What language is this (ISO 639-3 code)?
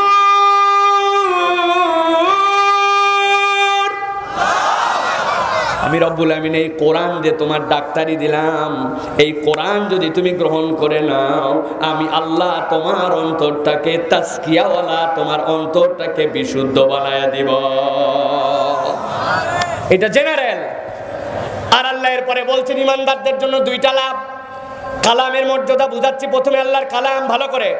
ben